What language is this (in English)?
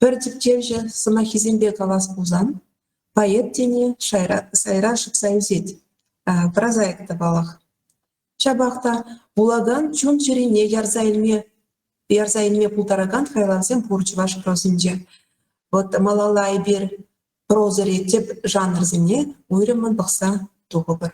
Chuvash